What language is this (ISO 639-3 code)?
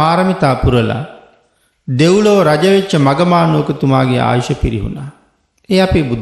sin